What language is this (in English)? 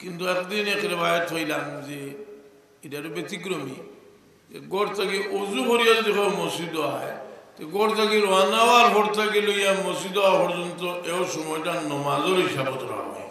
Sylheti